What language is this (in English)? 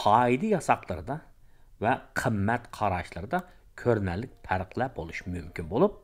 Uyghur